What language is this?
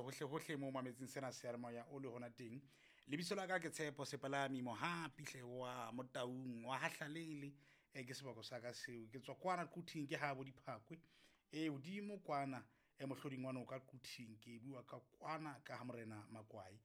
Southern Sotho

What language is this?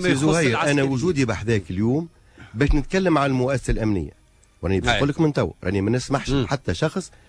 Tunisian Arabic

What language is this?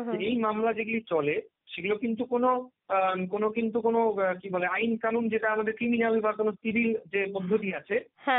Bangla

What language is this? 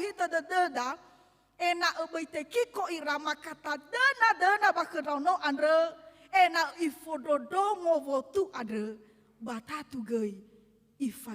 Nias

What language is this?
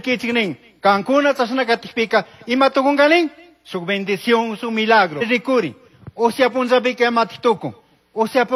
Chimborazo Highland Quichua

